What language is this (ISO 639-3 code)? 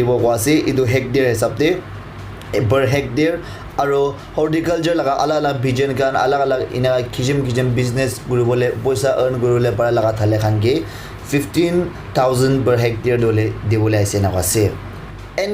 nag